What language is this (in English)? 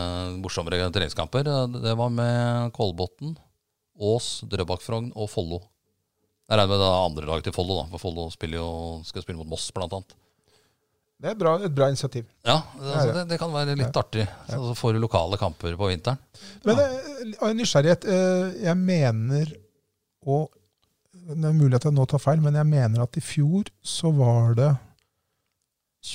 Norwegian